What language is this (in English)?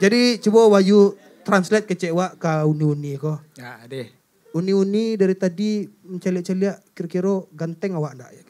Minangkabau